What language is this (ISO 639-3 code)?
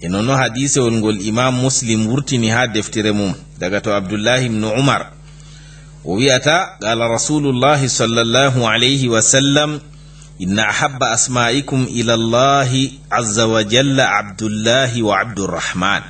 ful